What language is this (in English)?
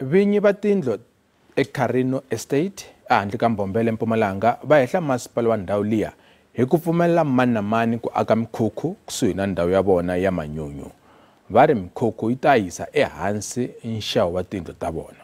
Tsonga